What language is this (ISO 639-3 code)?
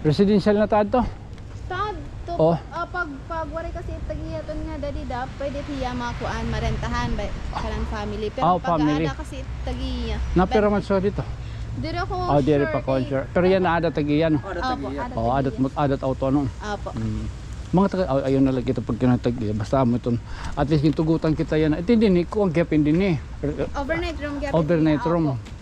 war